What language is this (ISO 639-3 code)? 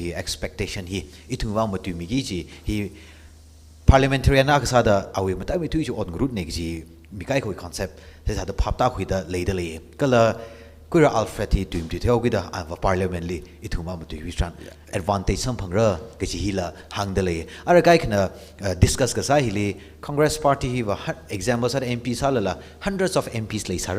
nmf